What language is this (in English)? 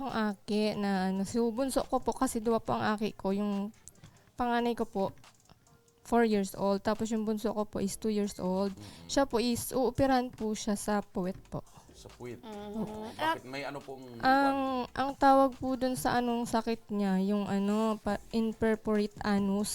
Bikol